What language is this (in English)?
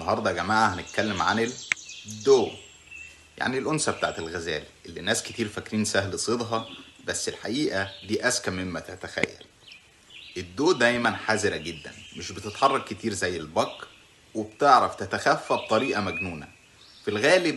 Egyptian Arabic